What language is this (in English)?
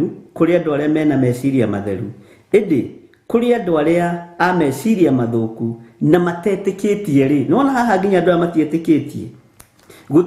Kikuyu